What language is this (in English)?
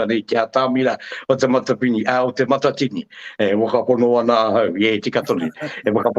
Māori